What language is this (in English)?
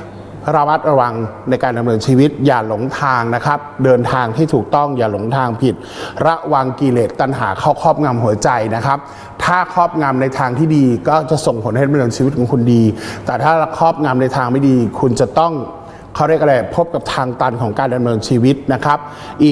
Thai